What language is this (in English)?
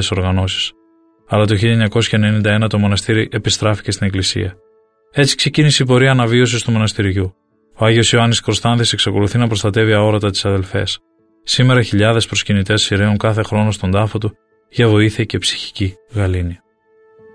Greek